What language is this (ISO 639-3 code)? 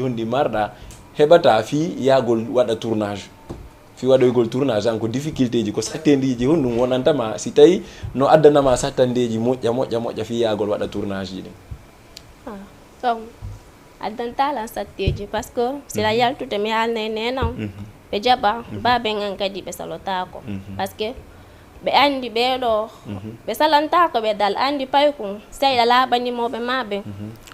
ful